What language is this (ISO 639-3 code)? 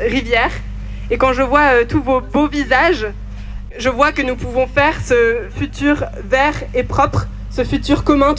fra